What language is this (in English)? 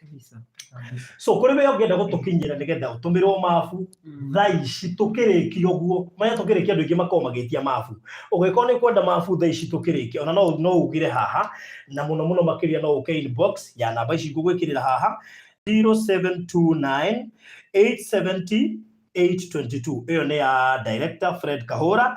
Kikuyu